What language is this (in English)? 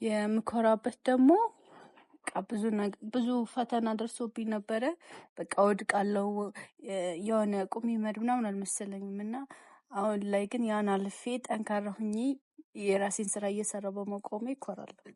Amharic